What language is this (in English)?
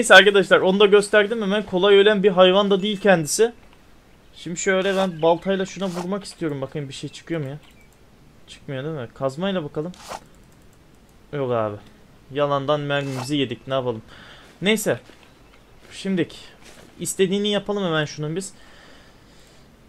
Turkish